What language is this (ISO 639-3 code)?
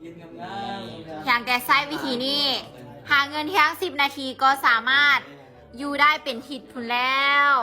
lao